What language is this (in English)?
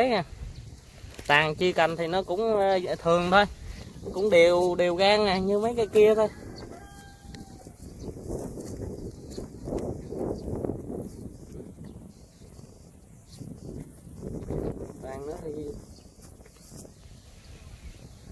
Vietnamese